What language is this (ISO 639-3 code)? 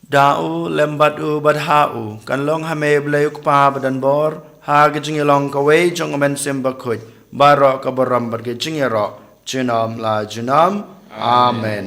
kha